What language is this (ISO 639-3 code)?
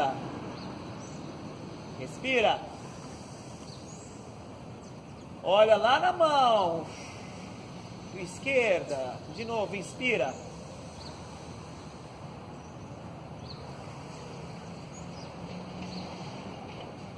por